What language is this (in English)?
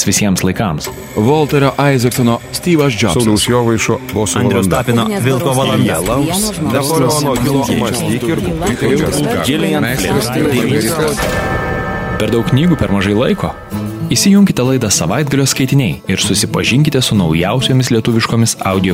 Lithuanian